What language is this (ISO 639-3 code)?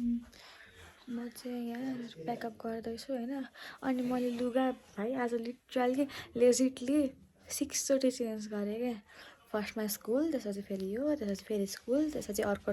nep